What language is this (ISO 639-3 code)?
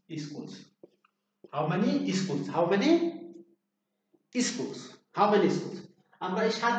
ben